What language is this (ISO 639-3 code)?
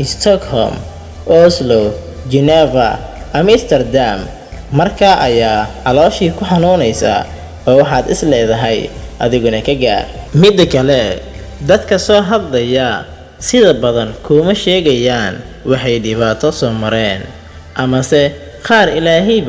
som